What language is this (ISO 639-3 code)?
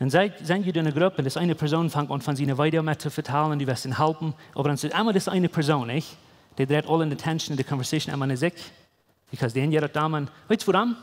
pdt